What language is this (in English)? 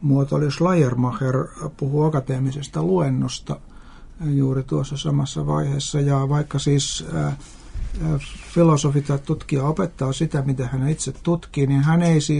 Finnish